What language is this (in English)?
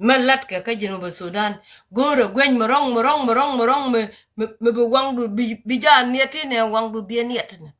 Nuer